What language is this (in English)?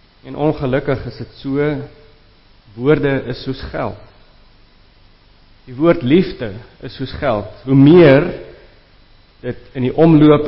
Afrikaans